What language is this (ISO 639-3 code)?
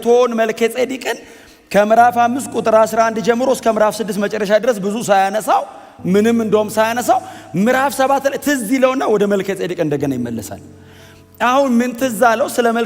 amh